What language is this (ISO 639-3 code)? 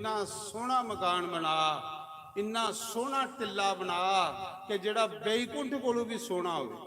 doi